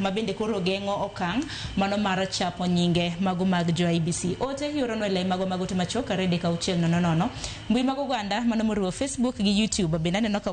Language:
Luo (Kenya and Tanzania)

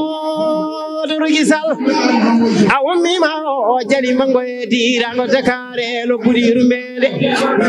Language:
Fula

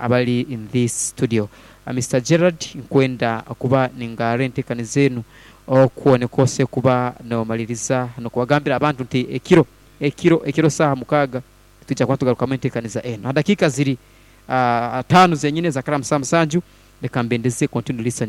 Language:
Nyankole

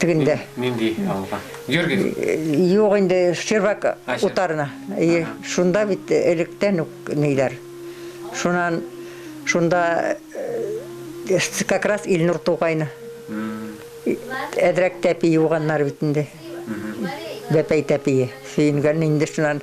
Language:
Bashkir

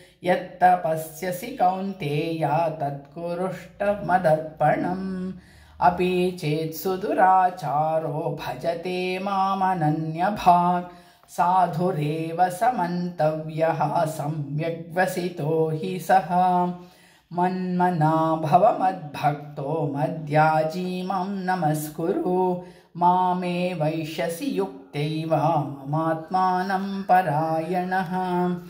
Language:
Sanskrit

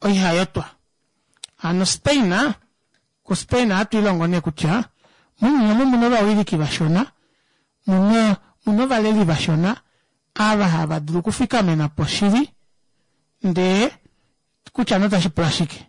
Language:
Kuanyama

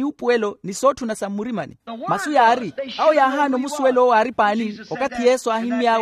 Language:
Makhuwa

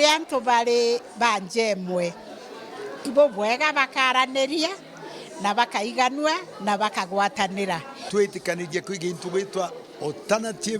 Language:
Meru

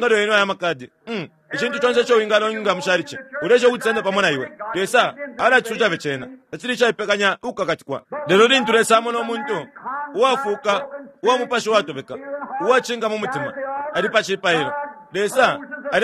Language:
Bemba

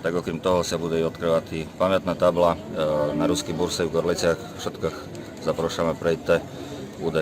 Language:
Rusyn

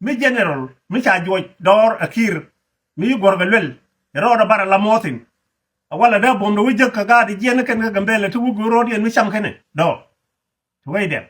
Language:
Nuer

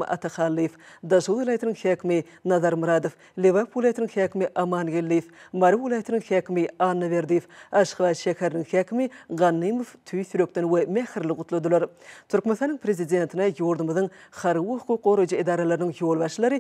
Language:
Turkmen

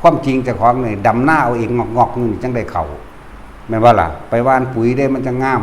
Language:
Northeastern Thai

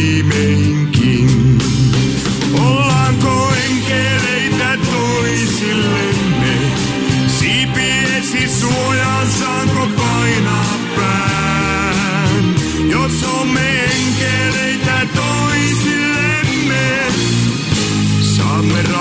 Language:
Finnish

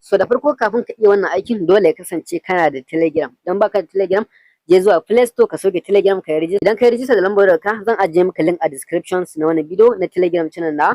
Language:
Hausa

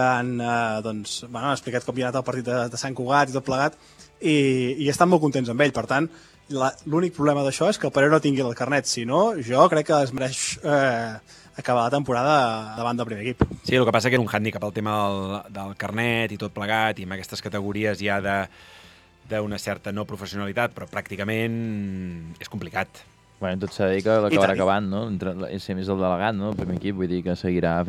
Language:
Catalan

